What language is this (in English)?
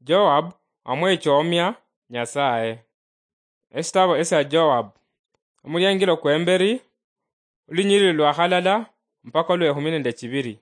Luyia